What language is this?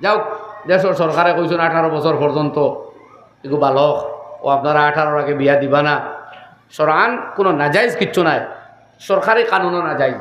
Sylheti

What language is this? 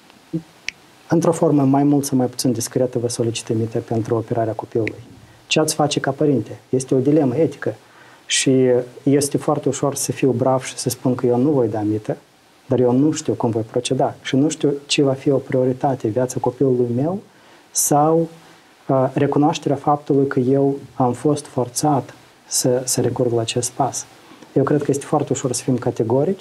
Romanian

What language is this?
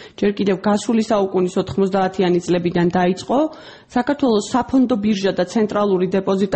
Georgian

